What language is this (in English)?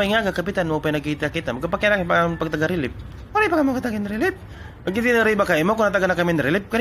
Waray